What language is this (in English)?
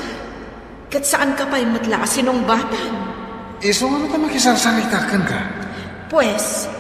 Iloko